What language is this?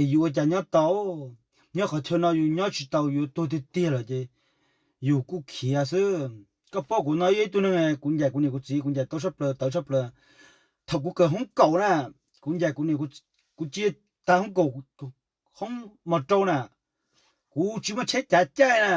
Hmong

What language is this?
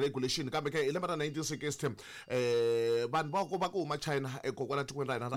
Tsonga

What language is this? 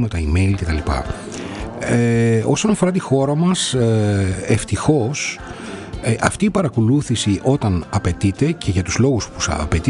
Greek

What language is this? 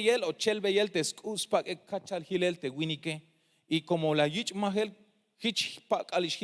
Tzeltal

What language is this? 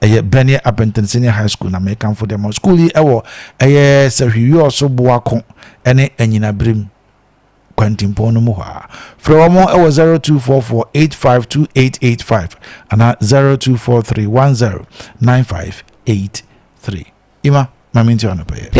Akan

